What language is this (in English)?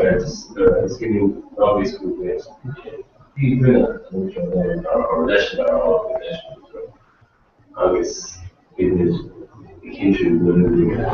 Irish